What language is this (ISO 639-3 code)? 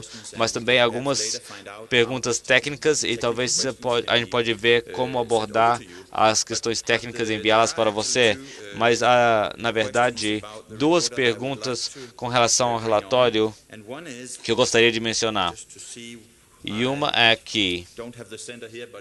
por